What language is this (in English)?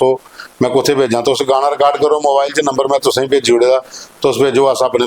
Dogri